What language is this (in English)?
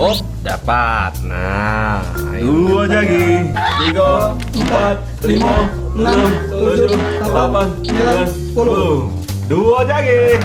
Musi